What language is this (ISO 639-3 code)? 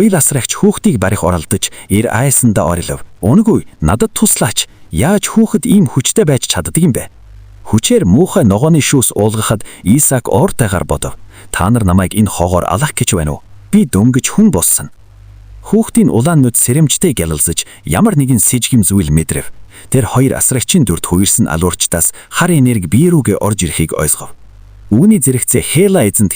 mon